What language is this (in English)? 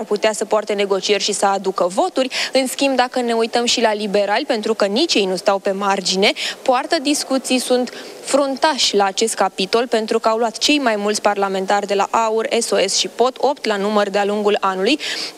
Romanian